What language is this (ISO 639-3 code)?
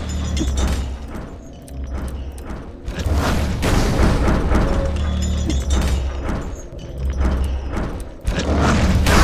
rus